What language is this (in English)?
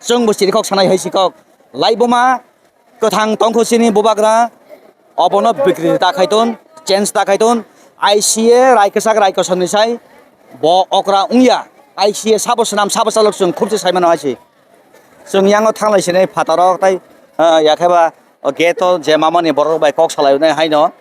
Kok Borok